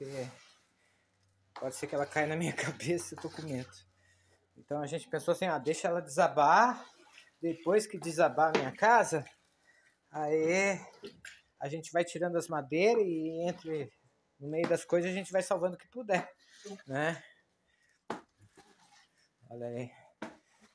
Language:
Portuguese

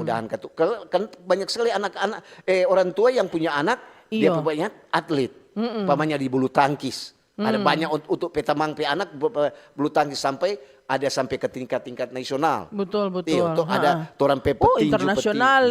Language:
Manado Malay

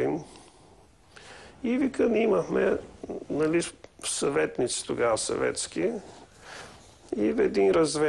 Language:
Bulgarian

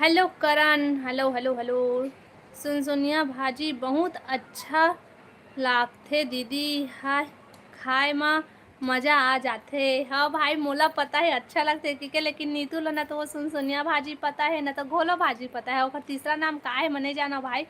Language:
Chhattisgarhi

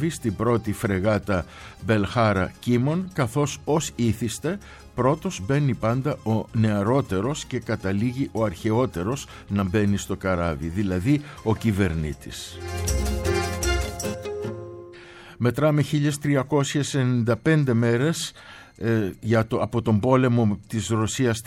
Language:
Greek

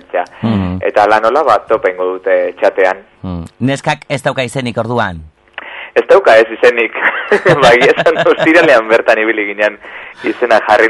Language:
Basque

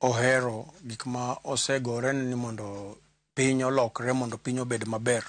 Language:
Luo (Kenya and Tanzania)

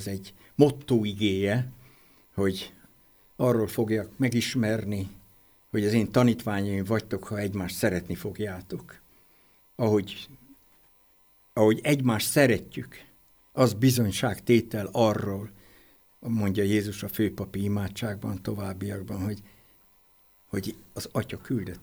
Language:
Hungarian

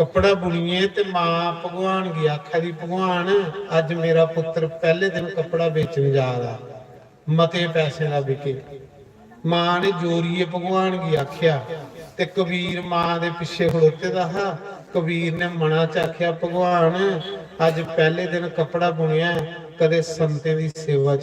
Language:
Dogri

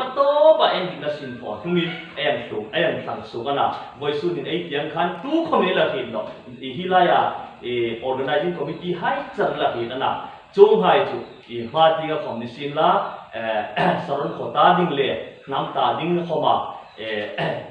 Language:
Hmar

